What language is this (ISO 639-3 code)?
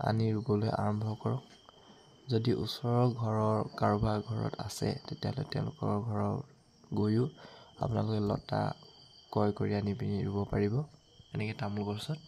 asm